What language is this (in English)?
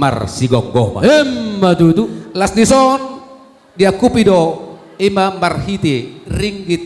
Batak Toba